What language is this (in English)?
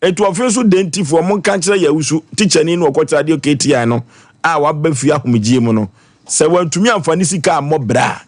Akan